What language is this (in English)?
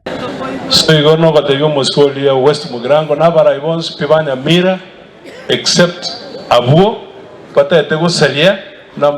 Gusii